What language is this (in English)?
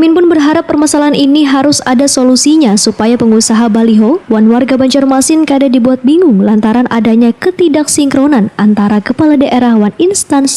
Banjar